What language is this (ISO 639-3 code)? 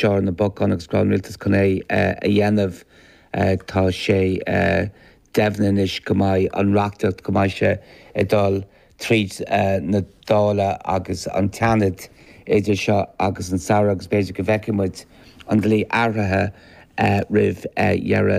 gle